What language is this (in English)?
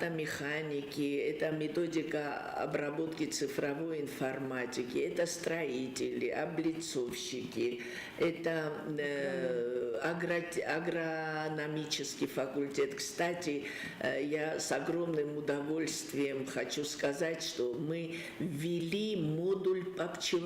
Ossetic